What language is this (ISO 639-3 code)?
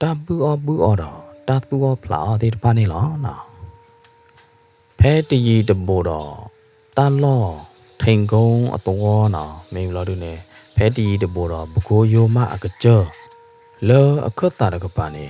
ksw